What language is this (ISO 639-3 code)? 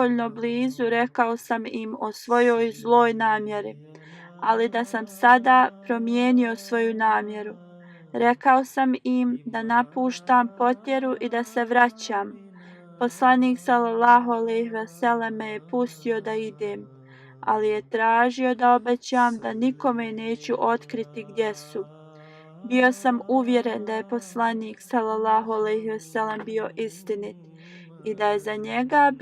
bos